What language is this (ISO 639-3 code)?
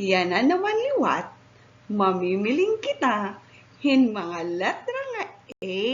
war